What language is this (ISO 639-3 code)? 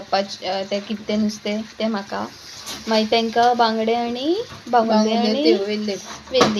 kok